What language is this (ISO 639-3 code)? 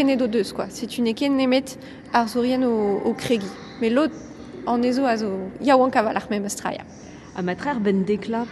bre